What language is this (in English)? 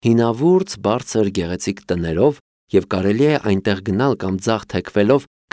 Armenian